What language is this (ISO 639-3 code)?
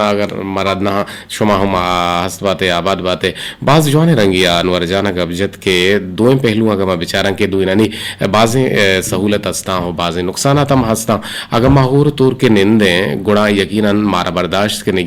bgp